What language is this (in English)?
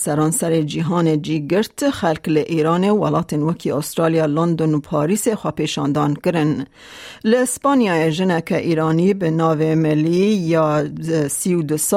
Kurdish